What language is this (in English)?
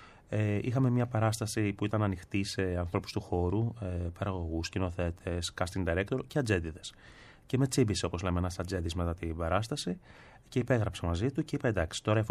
Greek